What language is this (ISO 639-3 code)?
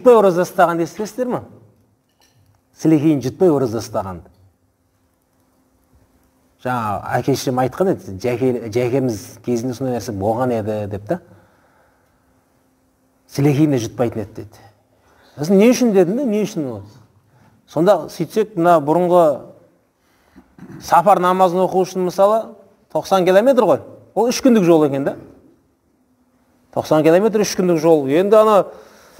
kaz